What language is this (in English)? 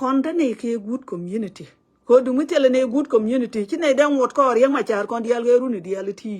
Nuer